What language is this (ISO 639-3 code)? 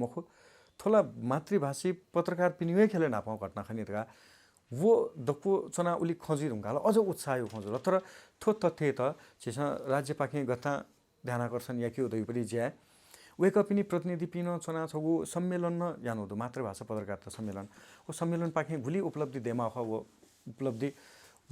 new